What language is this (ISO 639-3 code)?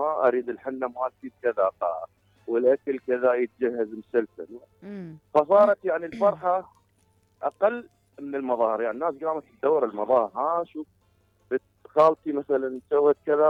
acm